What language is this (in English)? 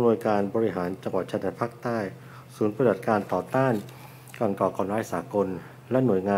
Thai